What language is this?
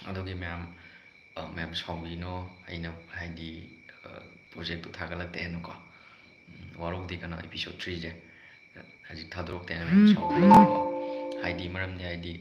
Manipuri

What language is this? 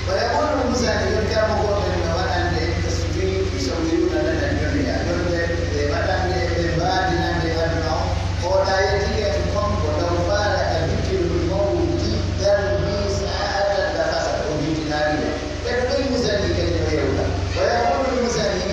Pular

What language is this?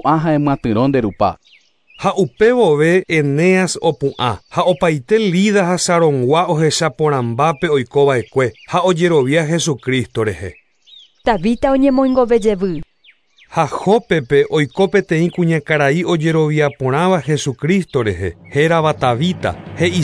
Guarani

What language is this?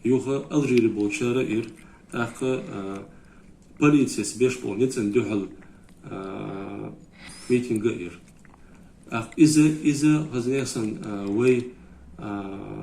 Chechen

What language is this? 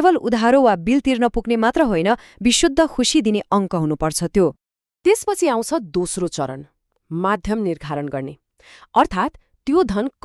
Nepali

